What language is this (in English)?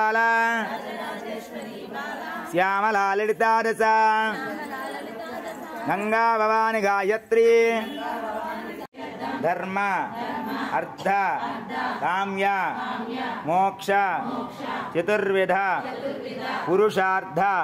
Telugu